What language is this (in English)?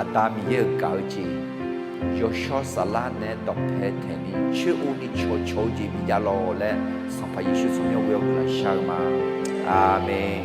Akha